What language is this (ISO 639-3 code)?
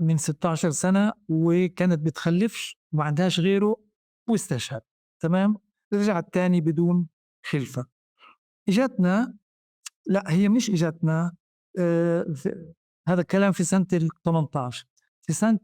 apc